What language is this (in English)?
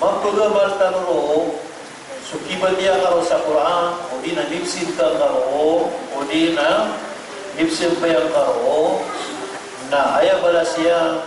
Maranao